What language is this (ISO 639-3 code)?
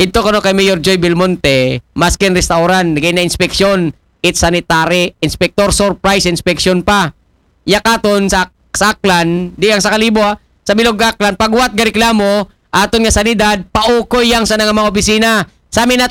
akl